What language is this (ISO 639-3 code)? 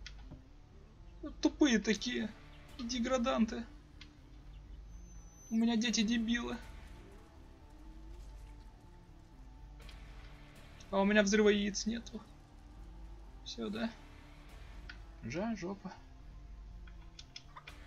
rus